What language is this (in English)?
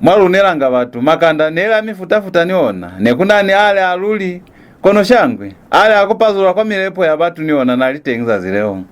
Lozi